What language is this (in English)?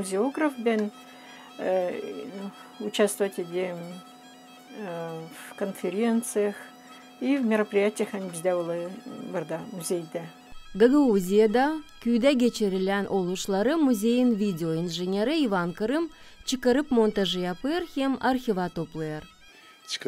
Gagauz